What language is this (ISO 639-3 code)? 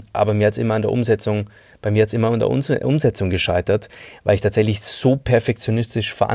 deu